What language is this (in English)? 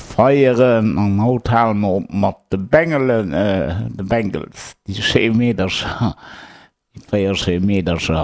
Luxembourgish